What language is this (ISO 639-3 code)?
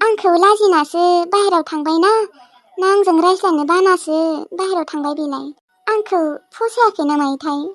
brx